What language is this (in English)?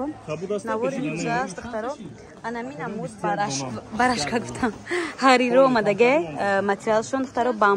Tajik